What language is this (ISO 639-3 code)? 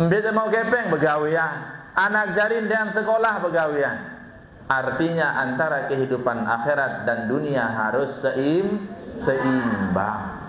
sas